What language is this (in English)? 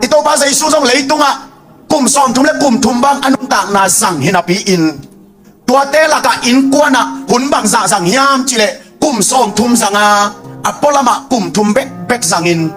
Tedim Chin